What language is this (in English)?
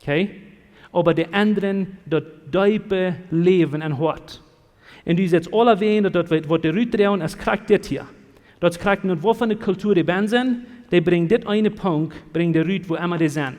Plautdietsch